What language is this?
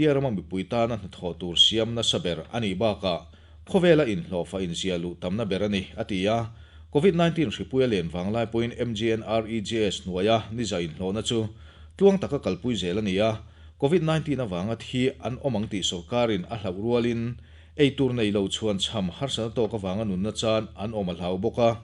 Mizo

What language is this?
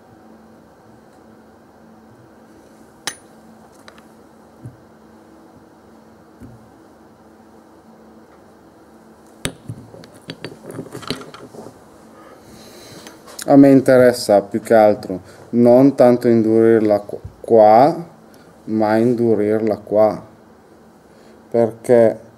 Italian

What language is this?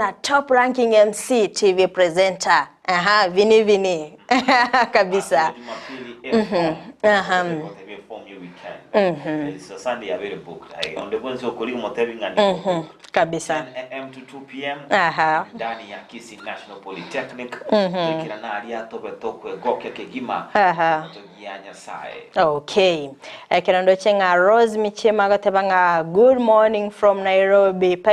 Gusii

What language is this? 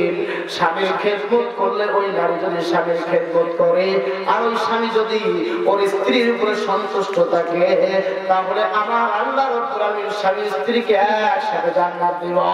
Bangla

